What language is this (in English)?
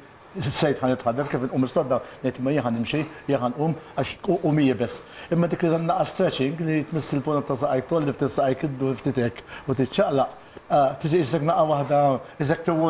Maltese